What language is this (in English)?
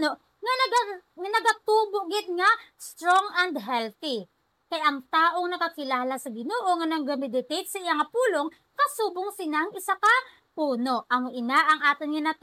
Hiligaynon